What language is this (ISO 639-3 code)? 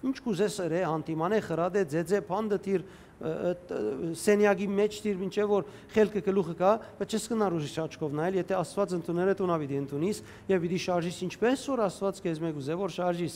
hyw